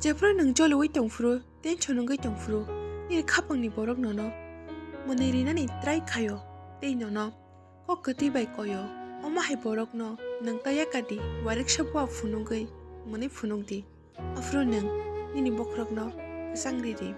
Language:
Kok Borok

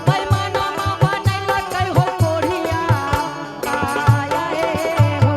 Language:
Angika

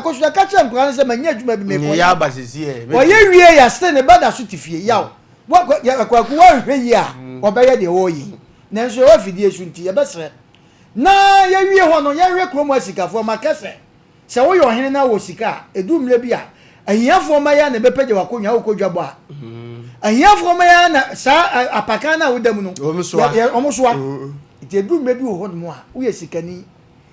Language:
Akan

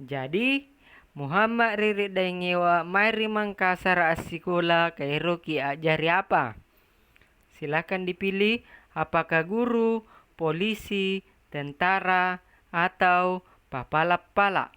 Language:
Makasar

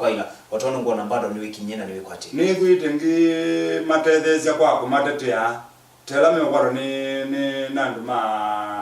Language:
Kamba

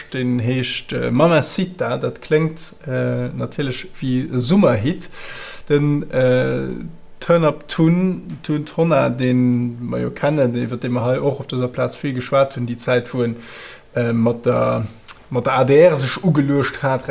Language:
Luxembourgish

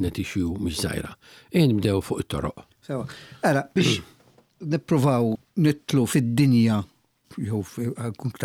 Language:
Maltese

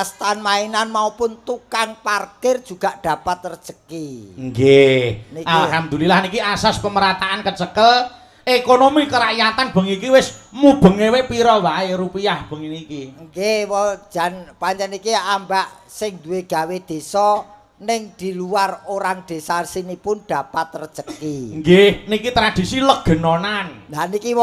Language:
Javanese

